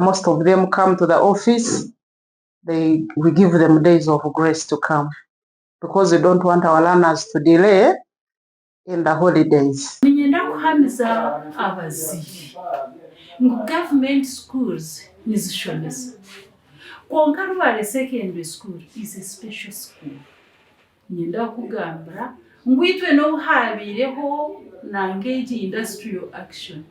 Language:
Nyankole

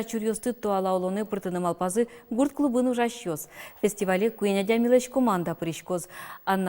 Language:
Udmurt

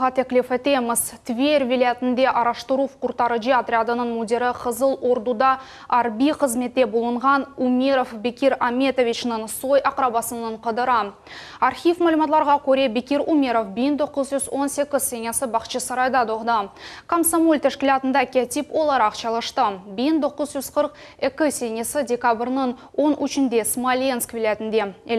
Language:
Crimean Tatar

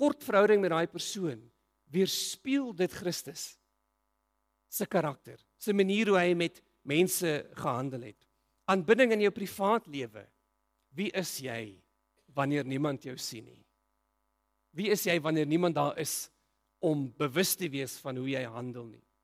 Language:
Afrikaans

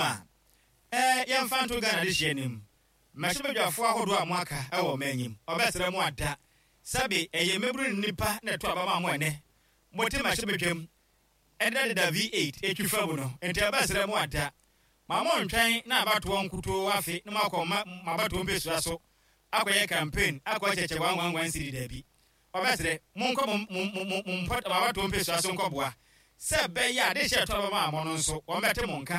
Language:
Akan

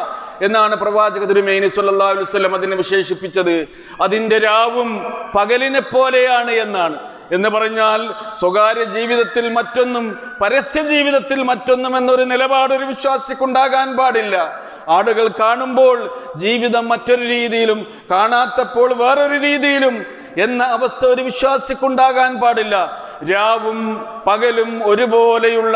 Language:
Malayalam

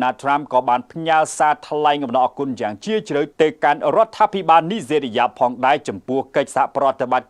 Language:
Khmer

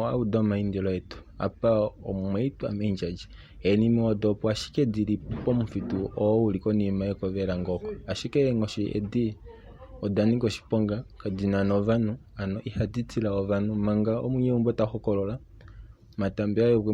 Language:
Kuanyama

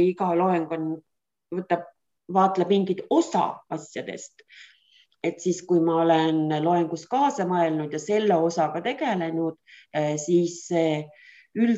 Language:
Estonian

